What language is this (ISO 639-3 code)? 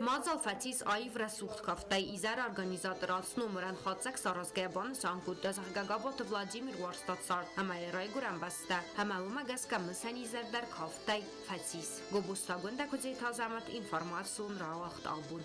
oss